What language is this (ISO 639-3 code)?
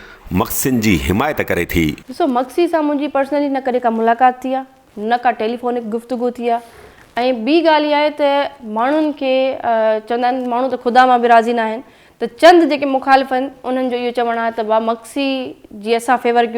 snd